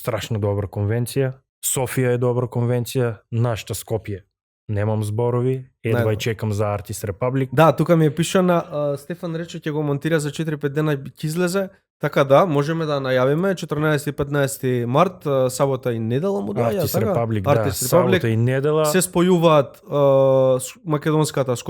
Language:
Macedonian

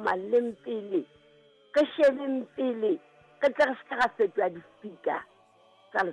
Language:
Southern Sotho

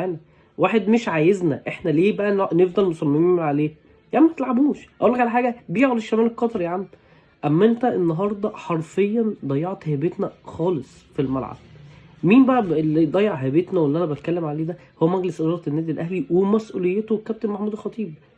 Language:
Egyptian Arabic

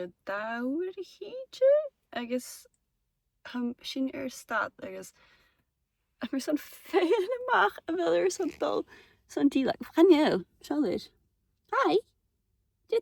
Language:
Scottish Gaelic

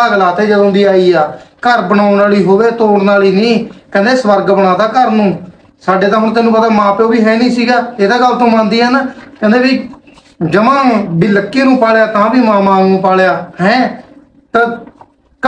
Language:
Punjabi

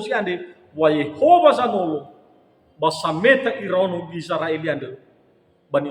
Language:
Nias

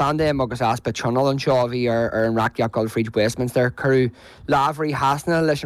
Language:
Irish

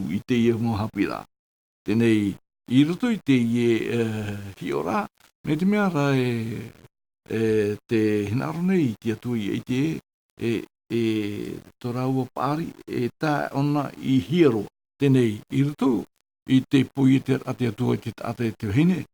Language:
Tahitian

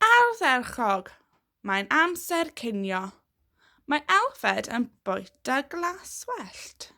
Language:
Welsh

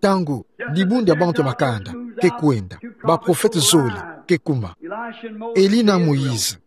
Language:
Kituba (Democratic Republic of Congo)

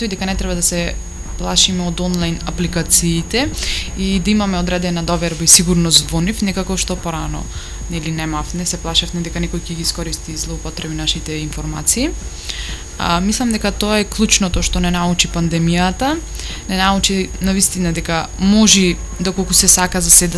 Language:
Macedonian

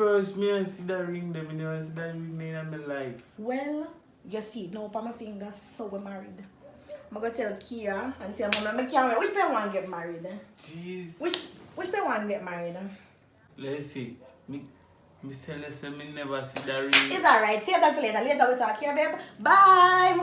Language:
Jamaican Creole English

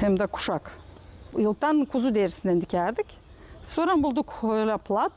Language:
Gagauz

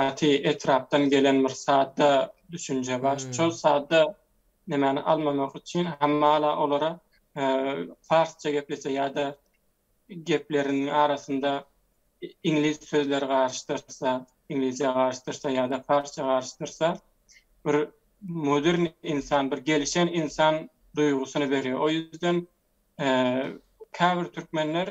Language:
Turkmen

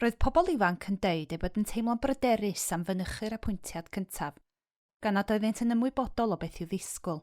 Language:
Welsh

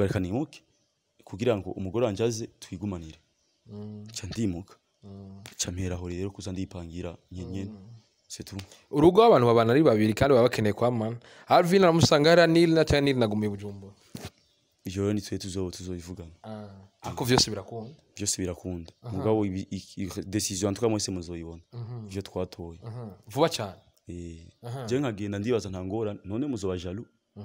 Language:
Rundi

